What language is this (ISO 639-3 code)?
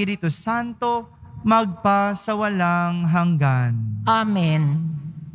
fil